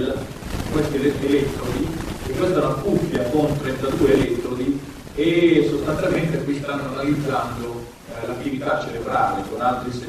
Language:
Italian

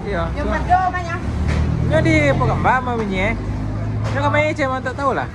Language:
Minangkabau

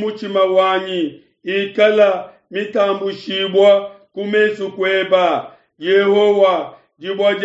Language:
Luba-Lulua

